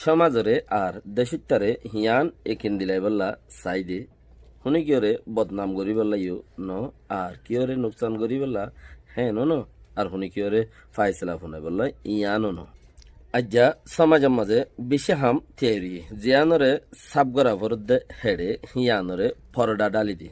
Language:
Rohingya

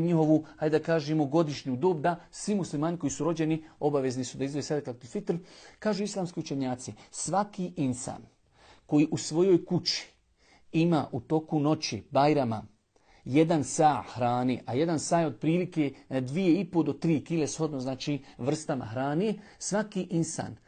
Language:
Bosnian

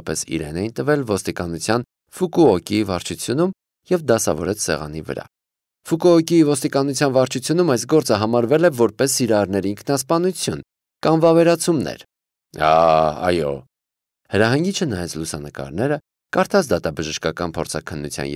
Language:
Armenian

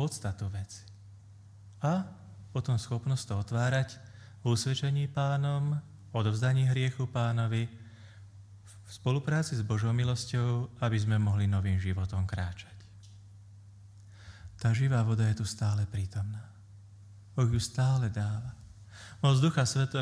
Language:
Slovak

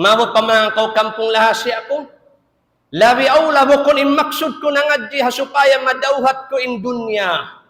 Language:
Tausug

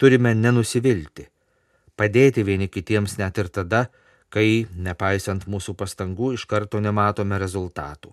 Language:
Lithuanian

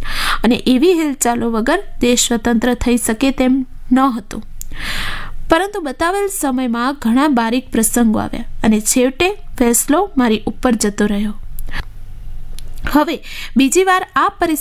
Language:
Gujarati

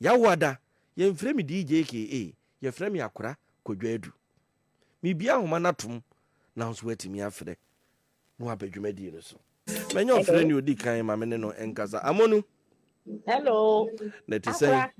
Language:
Akan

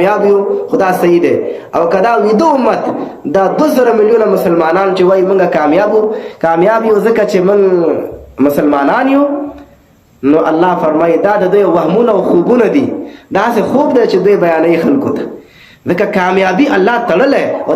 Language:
Pashto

